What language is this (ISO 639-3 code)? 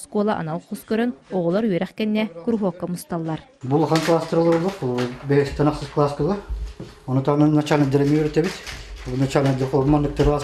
sah